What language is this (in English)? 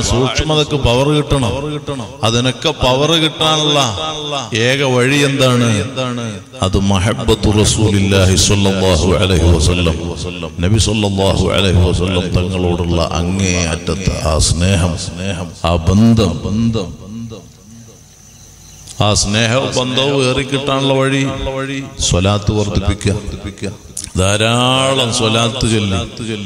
Malayalam